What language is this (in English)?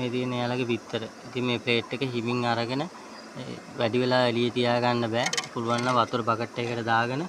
Sinhala